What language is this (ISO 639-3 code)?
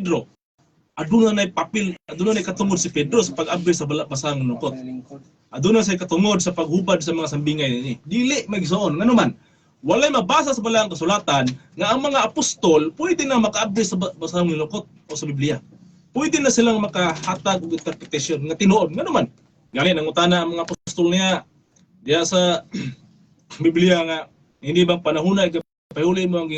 ceb